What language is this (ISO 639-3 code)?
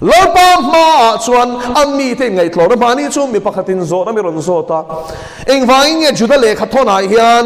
lus